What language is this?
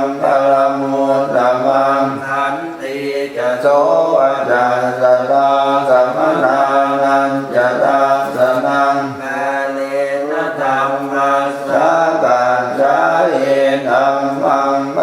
Pali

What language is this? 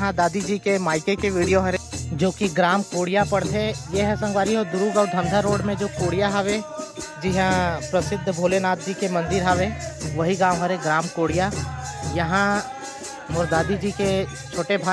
Chhattisgarhi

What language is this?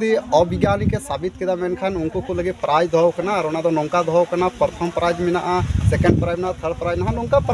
Santali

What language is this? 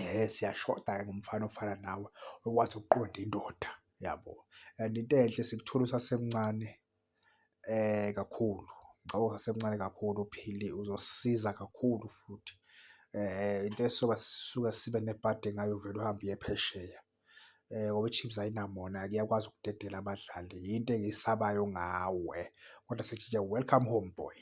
Zulu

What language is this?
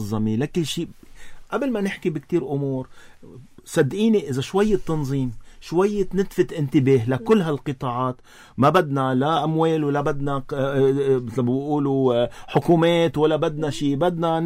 North Levantine Arabic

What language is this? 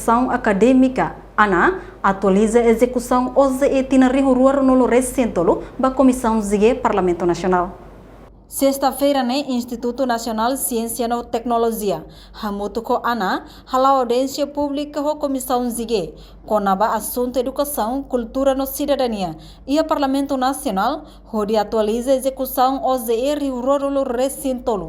Tetum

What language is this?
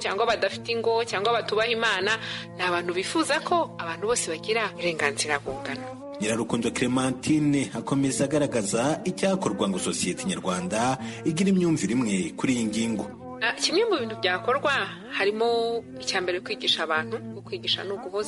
Kinyarwanda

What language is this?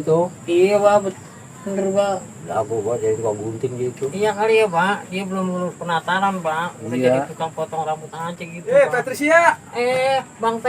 Betawi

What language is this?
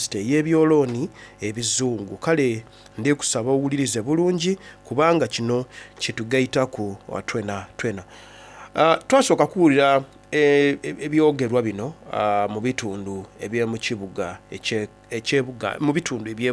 Soga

